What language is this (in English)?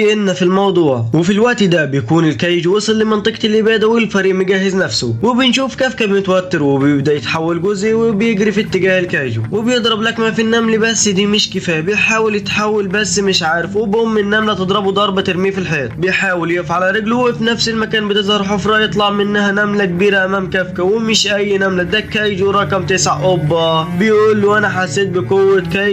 Egyptian Arabic